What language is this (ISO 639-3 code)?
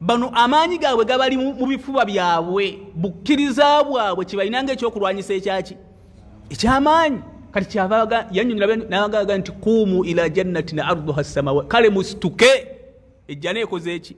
lug